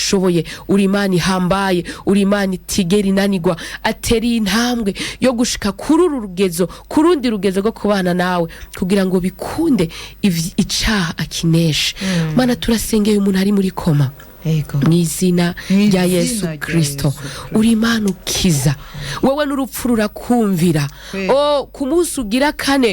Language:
Rundi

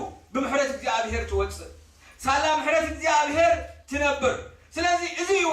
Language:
Tigrinya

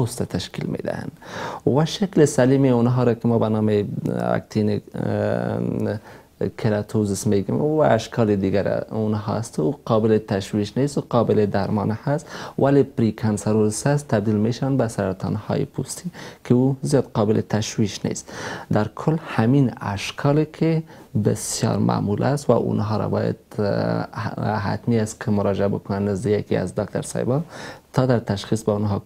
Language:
Persian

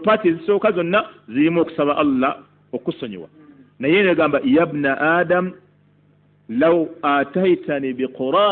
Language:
Ganda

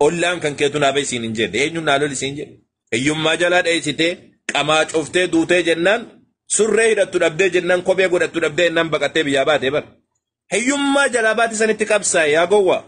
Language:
Oromo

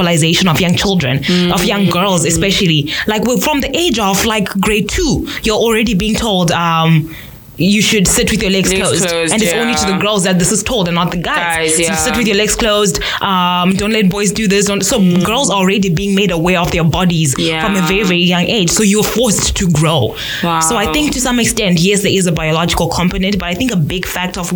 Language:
English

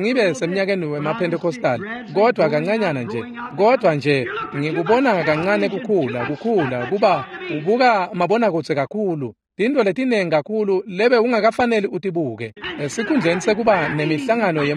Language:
Swati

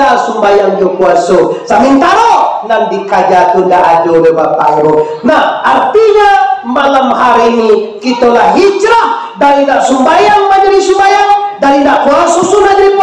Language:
Minangkabau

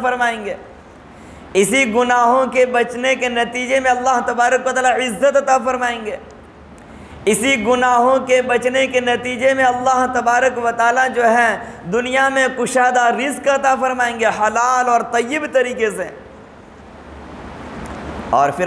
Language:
Urdu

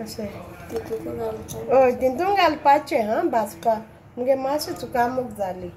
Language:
Konkani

